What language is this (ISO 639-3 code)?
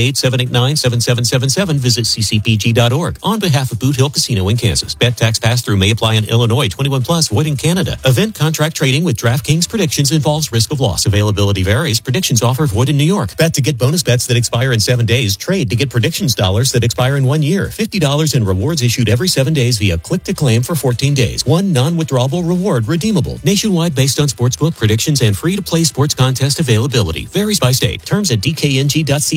eng